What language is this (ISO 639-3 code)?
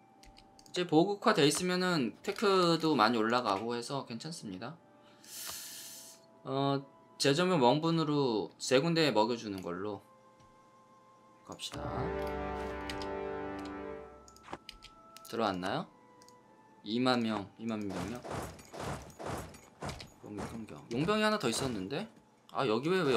kor